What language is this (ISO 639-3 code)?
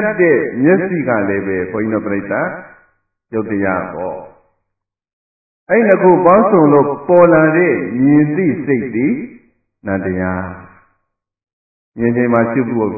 mya